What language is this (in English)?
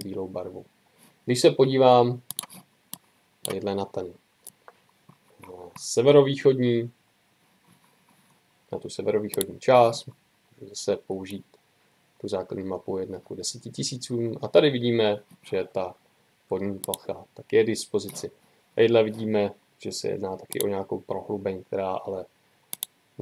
Czech